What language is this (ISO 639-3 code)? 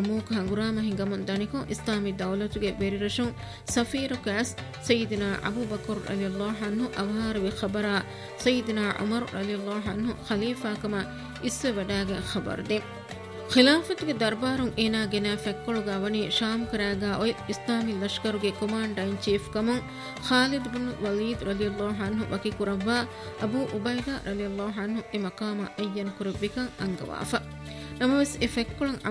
div